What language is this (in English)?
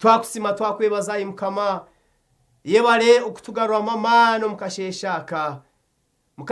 Nyankole